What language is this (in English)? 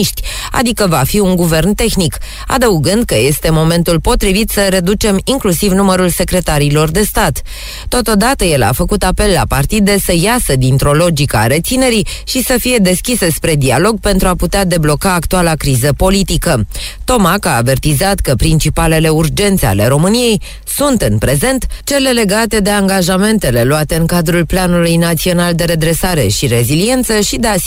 Romanian